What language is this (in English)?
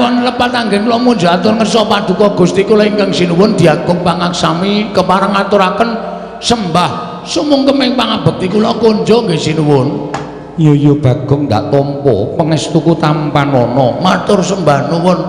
Javanese